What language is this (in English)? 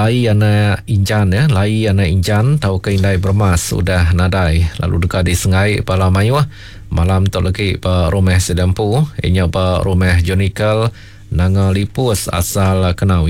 Iban